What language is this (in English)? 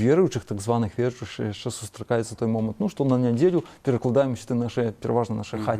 Belarusian